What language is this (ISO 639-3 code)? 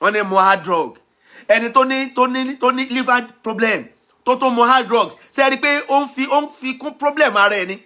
yor